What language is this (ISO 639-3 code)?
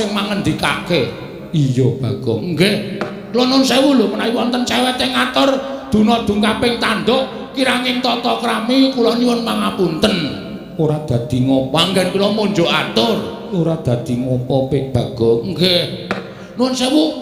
jav